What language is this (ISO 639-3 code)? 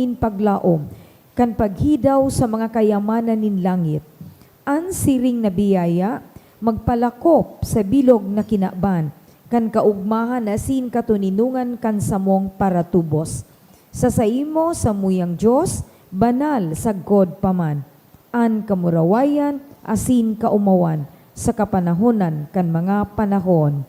bik